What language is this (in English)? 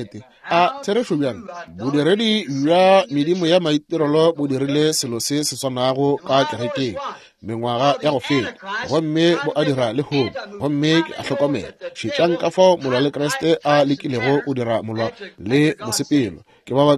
Northern Sotho